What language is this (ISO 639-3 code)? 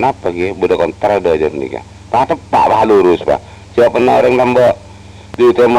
mad